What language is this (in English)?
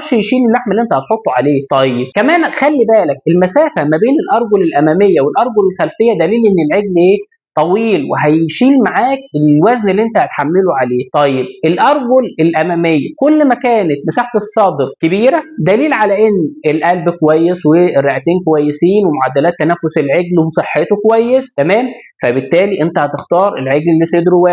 Egyptian Arabic